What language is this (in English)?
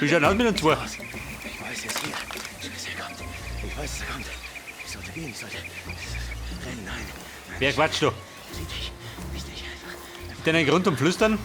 Bavarian